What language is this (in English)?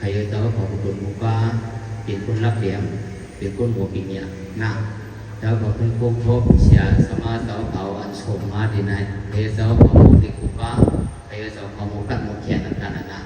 Shan